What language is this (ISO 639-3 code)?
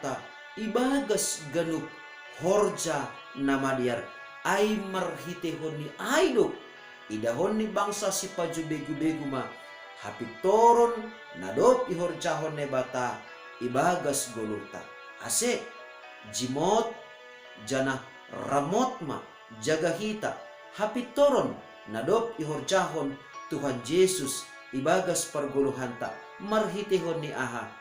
bts